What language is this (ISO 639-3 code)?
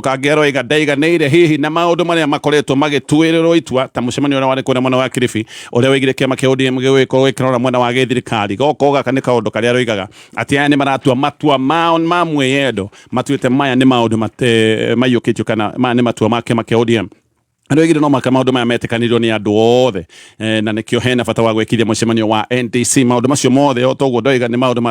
kik